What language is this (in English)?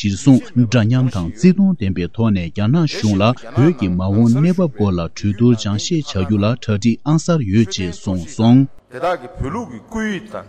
Tibetan